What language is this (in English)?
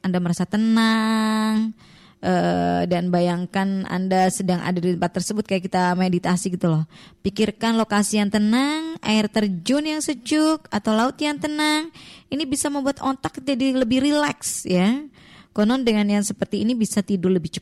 Indonesian